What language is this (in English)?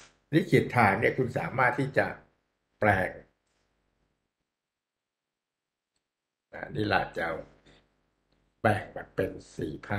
Thai